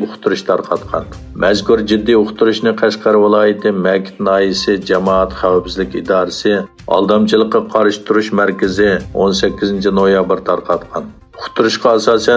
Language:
Uyghur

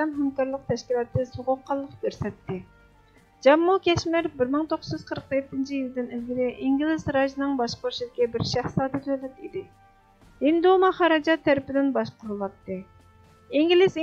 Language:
Uyghur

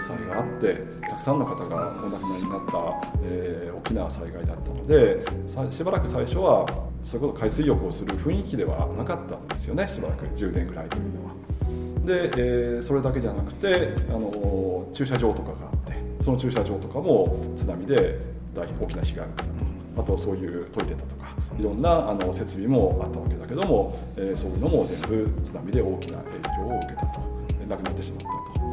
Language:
Japanese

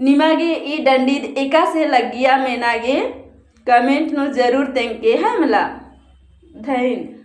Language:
Kurukh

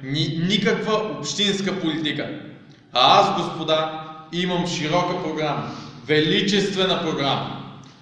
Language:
Bulgarian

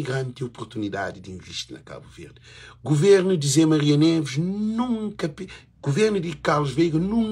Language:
Kabuverdianu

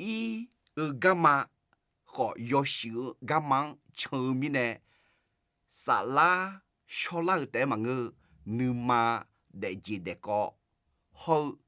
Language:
Akha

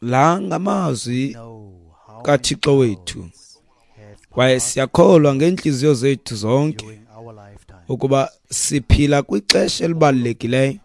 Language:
Xhosa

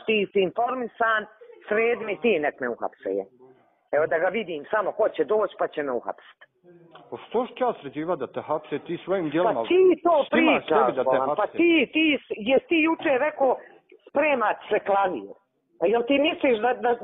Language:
Bosnian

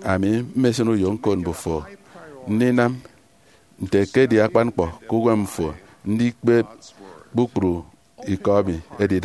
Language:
Efik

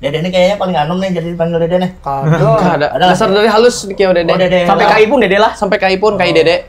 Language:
Banjar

